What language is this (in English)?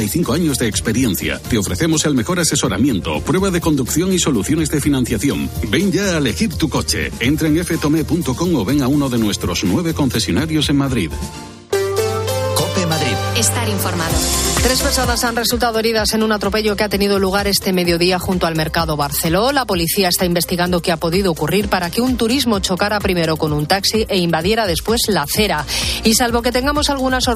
Spanish